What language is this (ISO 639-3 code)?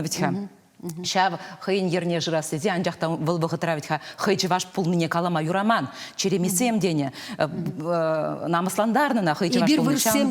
chv